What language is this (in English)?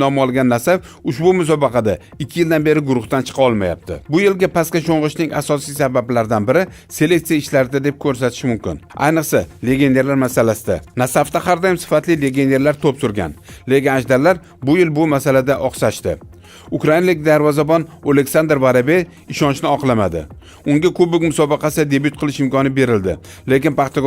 Uzbek